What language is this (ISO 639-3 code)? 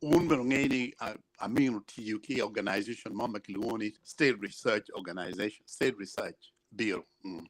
ach